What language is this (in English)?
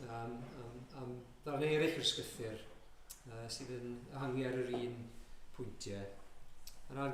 Welsh